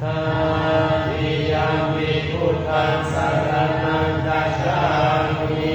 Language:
Pali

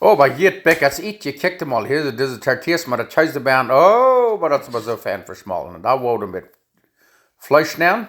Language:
Plautdietsch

